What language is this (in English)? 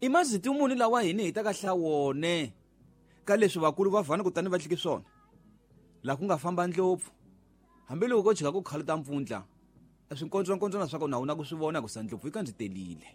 Tsonga